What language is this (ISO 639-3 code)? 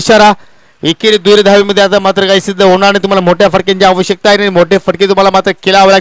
mar